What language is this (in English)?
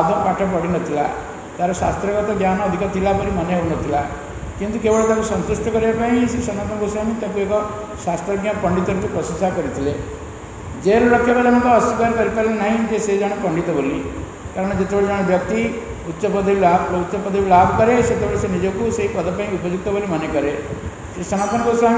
Odia